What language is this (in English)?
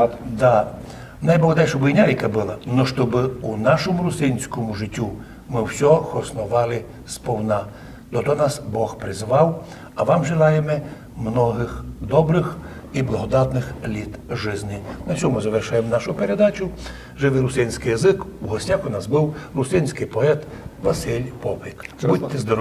Rusyn